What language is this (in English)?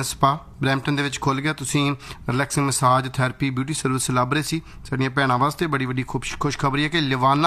Punjabi